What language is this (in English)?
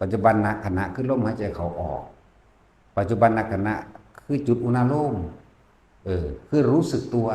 Lao